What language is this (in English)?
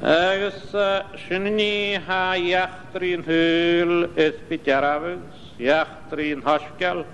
Scottish Gaelic